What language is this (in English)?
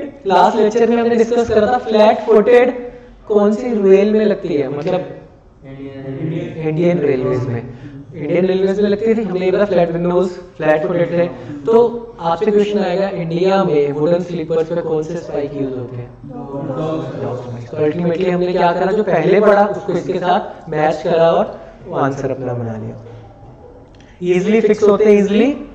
Hindi